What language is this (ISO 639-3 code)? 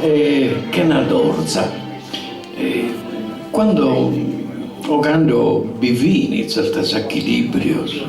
srd